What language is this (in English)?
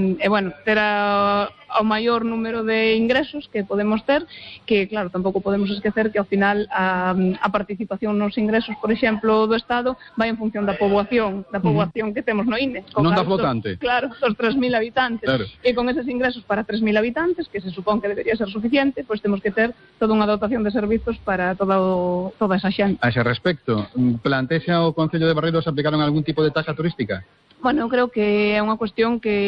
Galician